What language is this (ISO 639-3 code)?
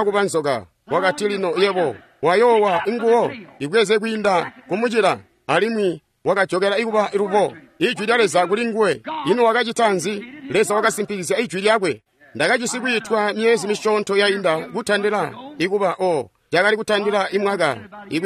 toi